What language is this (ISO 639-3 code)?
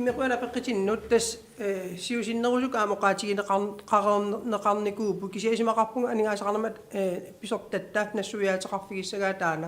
kal